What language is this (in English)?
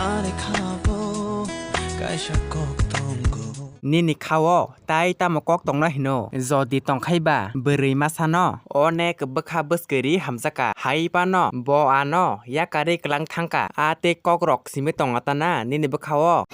Kok Borok